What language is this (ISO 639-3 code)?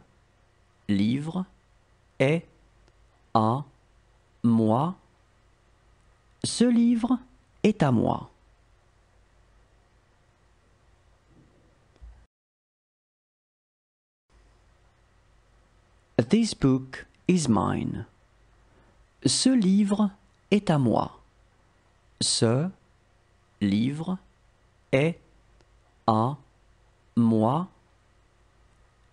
fra